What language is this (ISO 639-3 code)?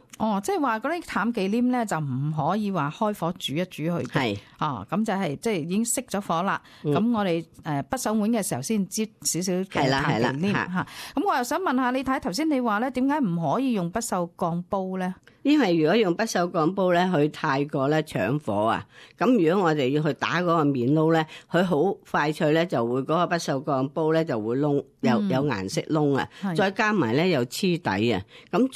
yue